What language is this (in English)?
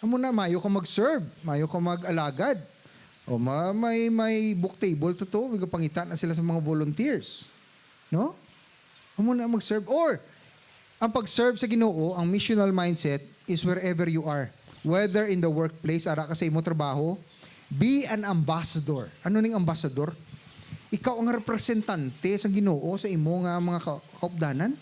Hiligaynon